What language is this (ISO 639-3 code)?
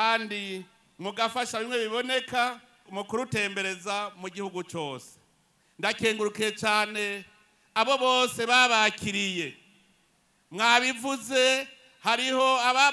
run